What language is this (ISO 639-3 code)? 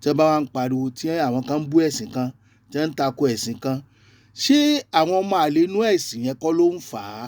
yor